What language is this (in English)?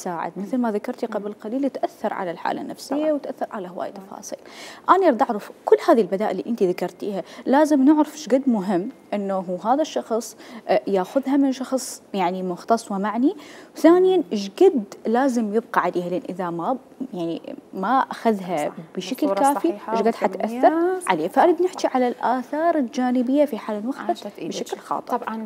Mesopotamian Arabic